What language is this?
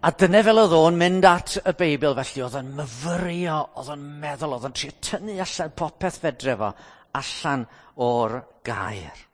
Welsh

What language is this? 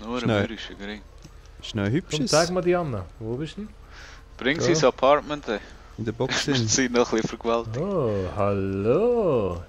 Swiss German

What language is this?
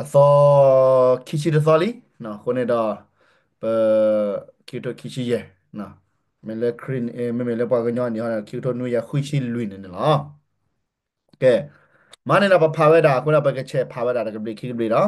S'gaw Karen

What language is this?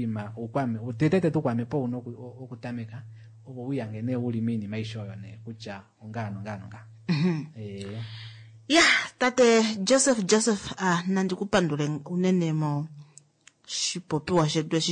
Kuanyama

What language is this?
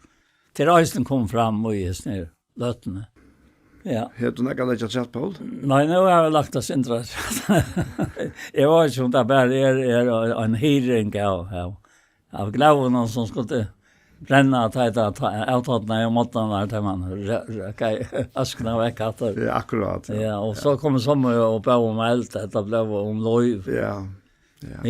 Faroese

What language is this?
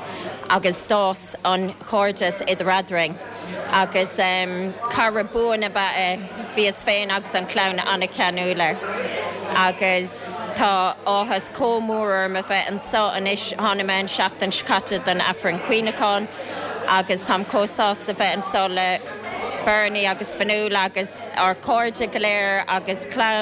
Irish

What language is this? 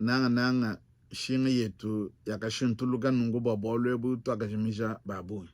Luba-Lulua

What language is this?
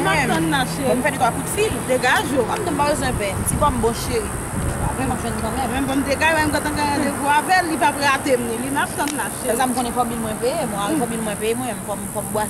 Haitian Creole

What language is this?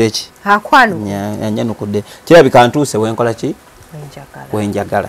Ganda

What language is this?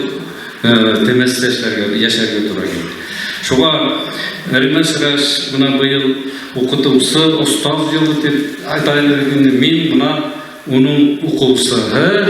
Bashkir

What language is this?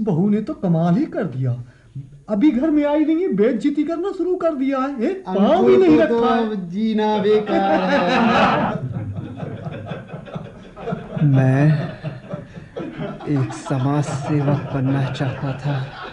Hindi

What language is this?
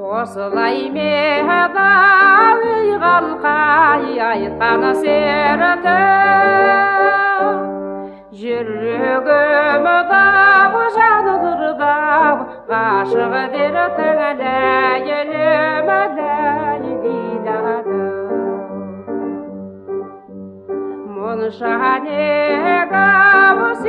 Kazakh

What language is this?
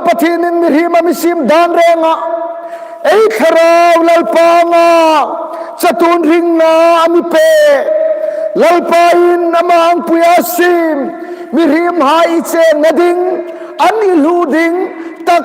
Hmar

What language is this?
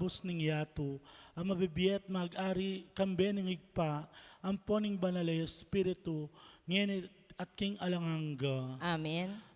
Pampanga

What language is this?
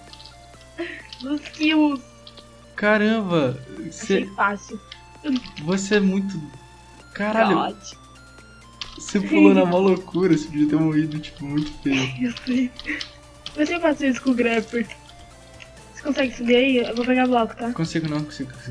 Portuguese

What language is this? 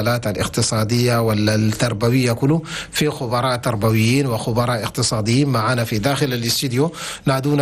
Chadian Arabic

